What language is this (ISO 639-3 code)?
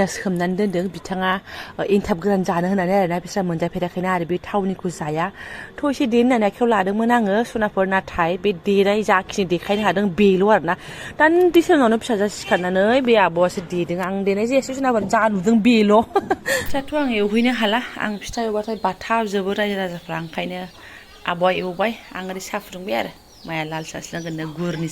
brx